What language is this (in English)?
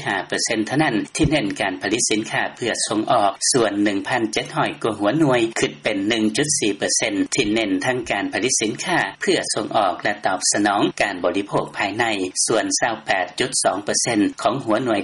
Lao